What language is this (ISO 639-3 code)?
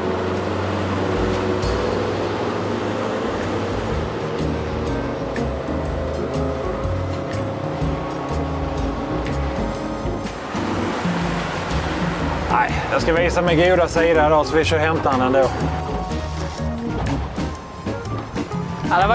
swe